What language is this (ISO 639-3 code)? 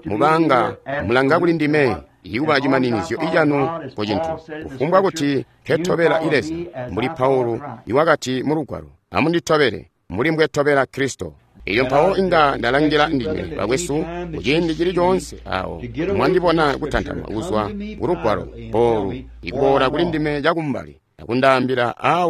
toi